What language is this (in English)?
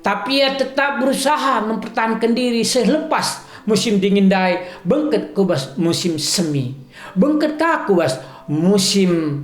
Batak Karo